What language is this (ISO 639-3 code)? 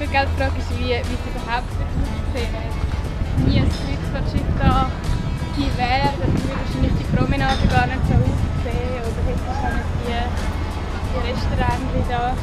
gsw